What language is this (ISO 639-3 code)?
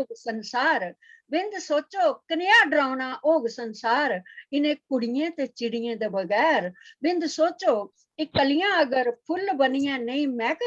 doi